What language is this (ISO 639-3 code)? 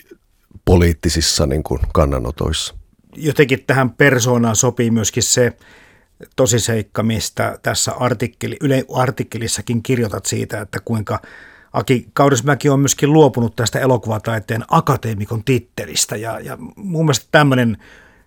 fin